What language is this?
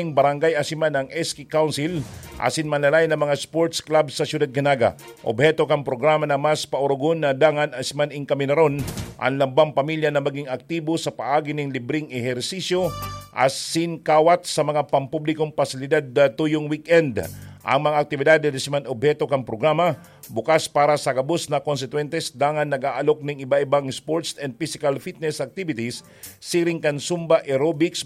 Bikol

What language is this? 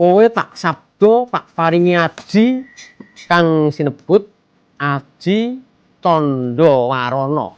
Javanese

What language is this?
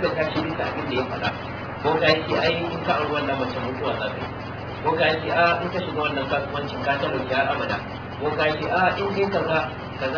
Hausa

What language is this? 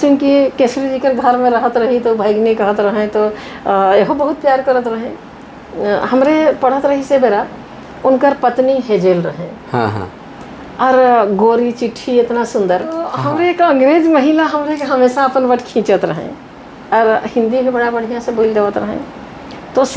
Sadri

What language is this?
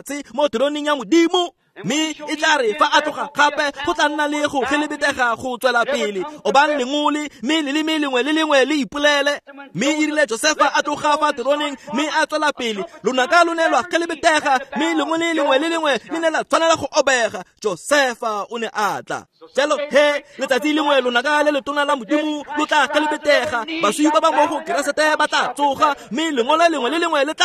Tswana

